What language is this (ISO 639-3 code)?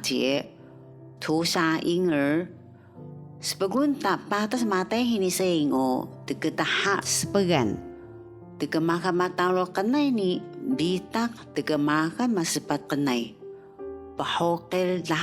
trv